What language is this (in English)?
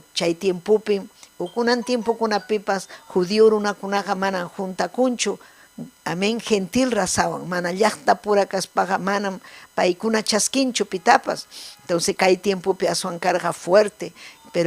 Ayacucho Quechua